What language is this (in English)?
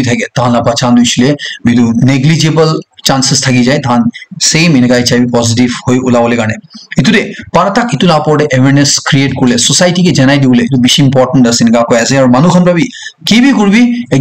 Naga Pidgin